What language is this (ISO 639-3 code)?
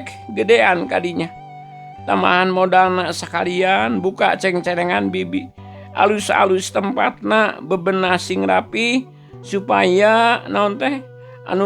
sun